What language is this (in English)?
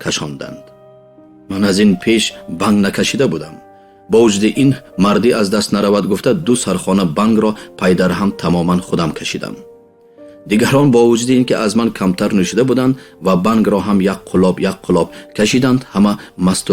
Tajik